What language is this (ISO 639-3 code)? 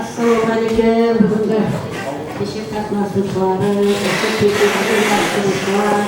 kaa